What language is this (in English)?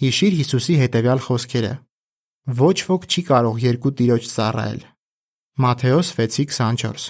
Armenian